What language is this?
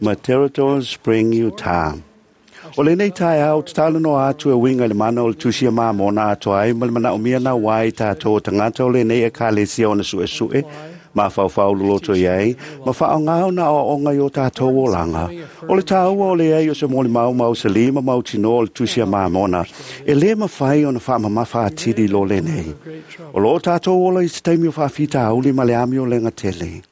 Samoan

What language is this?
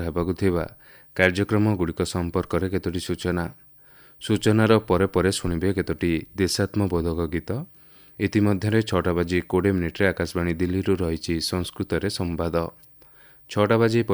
Odia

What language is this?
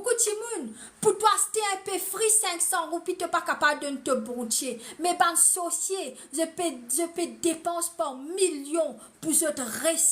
Morisyen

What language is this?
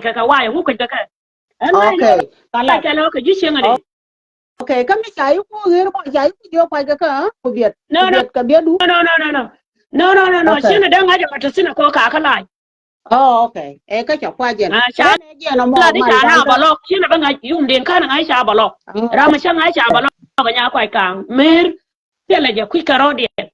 Nuer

